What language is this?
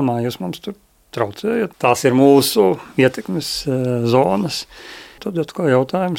Latvian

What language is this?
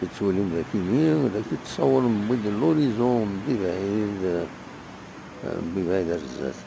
Kabyle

